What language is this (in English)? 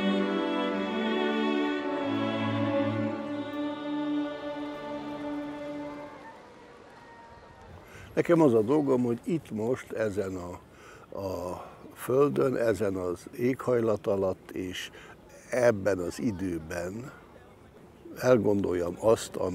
Hungarian